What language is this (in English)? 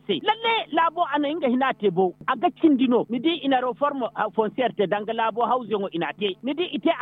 Zarma